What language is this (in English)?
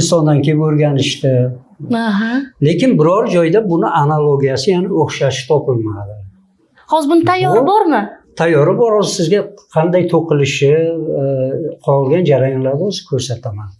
Uzbek